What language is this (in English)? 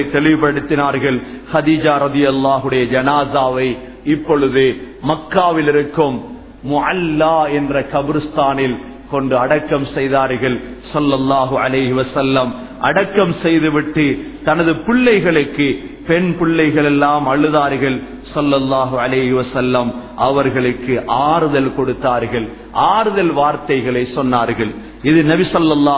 Tamil